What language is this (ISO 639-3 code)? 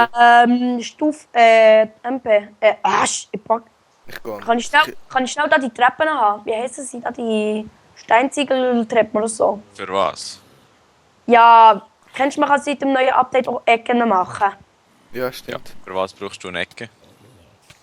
gsw